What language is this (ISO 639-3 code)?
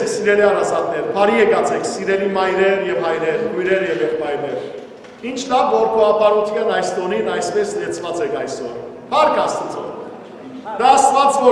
hyw